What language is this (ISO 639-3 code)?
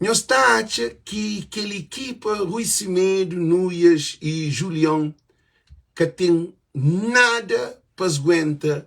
kea